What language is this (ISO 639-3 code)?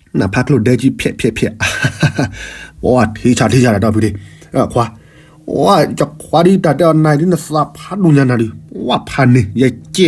ksw